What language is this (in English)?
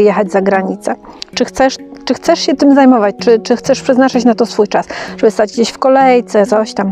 Polish